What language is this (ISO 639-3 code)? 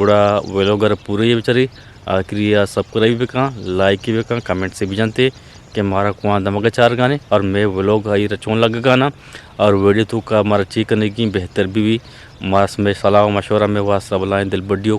bgp